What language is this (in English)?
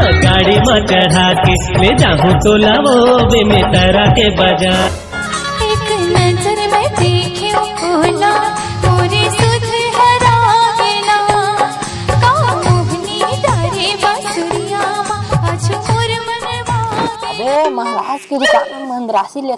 Chhattisgarhi